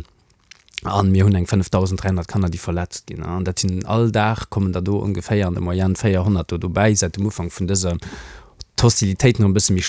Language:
Luxembourgish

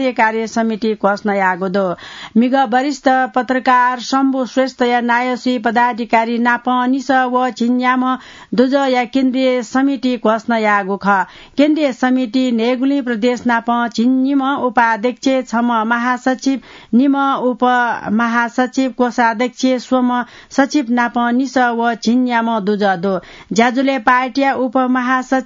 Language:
Newari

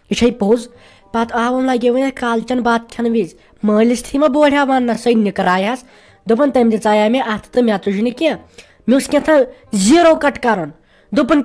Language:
Kashmiri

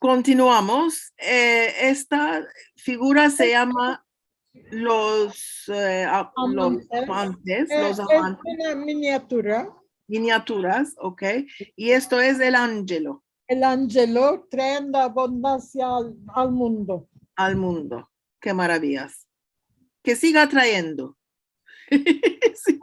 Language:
Ladino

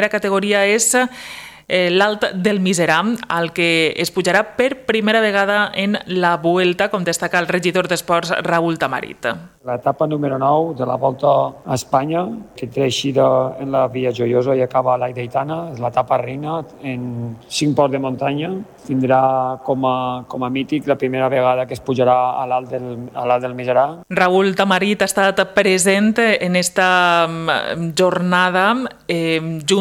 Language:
Catalan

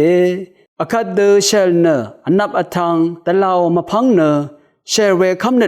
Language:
Rawang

